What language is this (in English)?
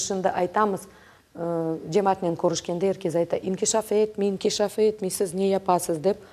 Crimean Tatar